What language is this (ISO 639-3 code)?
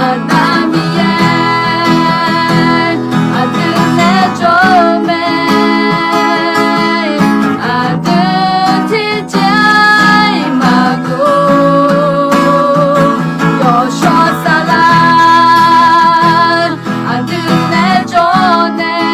ahk